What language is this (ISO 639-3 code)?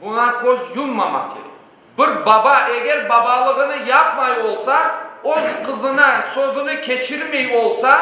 crh